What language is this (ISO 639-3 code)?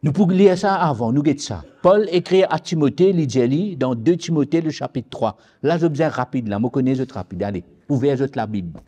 mfe